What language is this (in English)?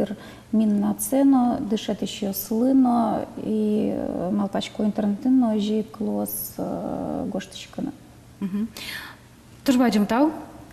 Udmurt